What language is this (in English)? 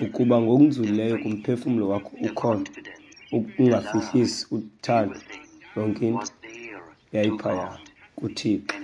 Xhosa